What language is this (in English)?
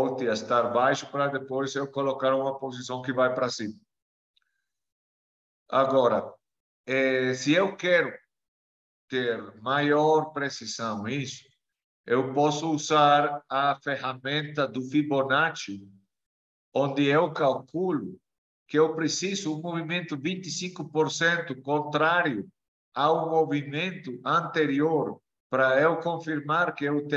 Portuguese